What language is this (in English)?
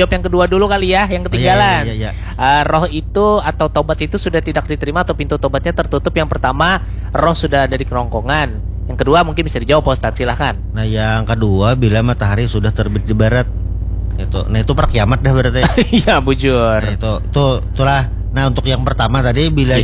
Banjar